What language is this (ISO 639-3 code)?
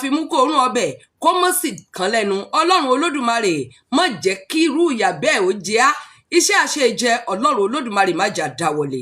yor